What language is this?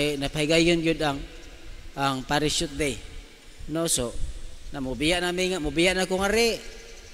Cebuano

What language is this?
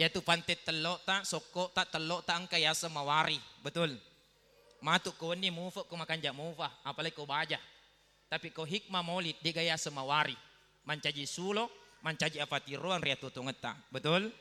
Buginese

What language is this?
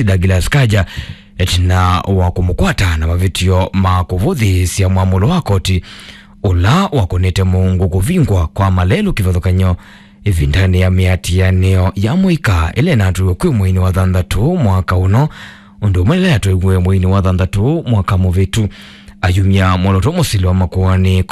Kamba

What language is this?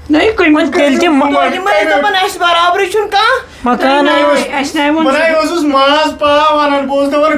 Kashmiri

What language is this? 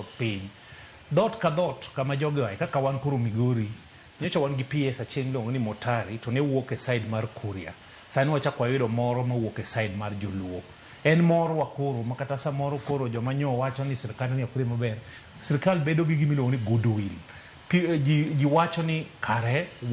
Luo (Kenya and Tanzania)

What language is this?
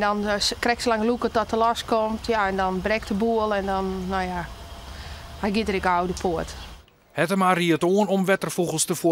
Western Frisian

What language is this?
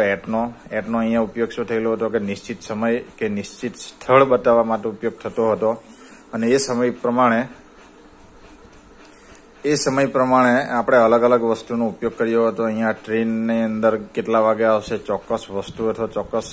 Gujarati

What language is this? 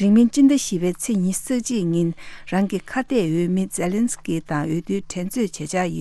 Tibetan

